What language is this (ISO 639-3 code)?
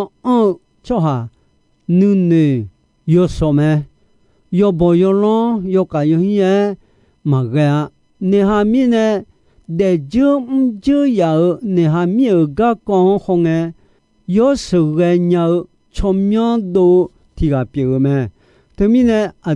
ahk